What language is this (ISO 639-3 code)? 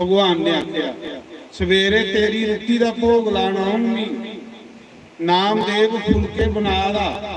doi